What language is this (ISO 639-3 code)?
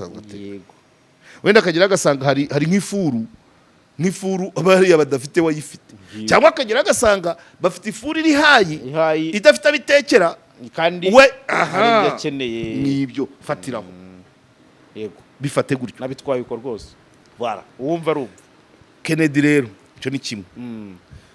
kin